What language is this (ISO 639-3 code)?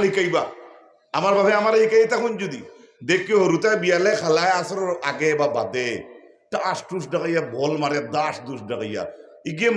syl